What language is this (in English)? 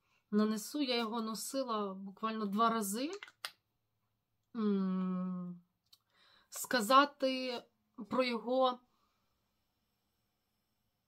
Ukrainian